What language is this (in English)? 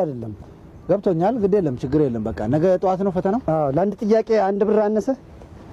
Amharic